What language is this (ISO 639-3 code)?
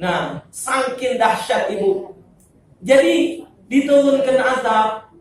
mui